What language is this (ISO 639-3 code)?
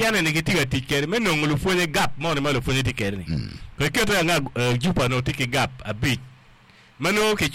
ach